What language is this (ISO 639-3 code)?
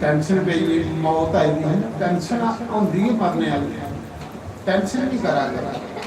doi